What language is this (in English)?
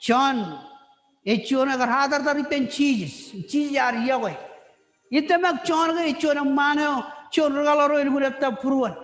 Marshallese